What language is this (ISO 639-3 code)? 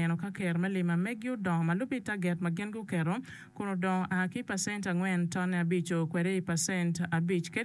ach